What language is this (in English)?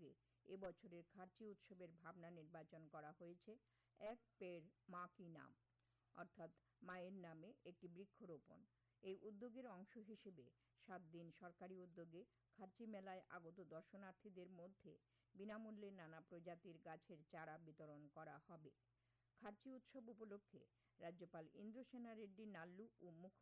Bangla